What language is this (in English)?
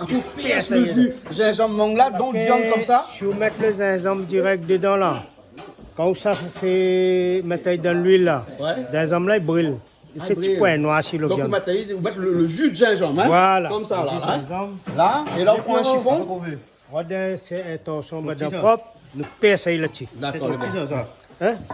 Réunion Creole French